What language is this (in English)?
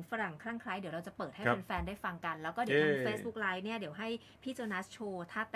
Thai